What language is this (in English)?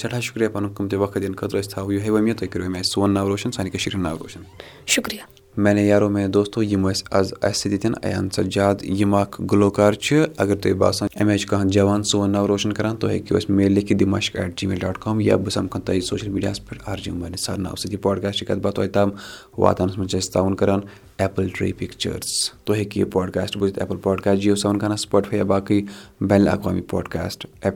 Kashmiri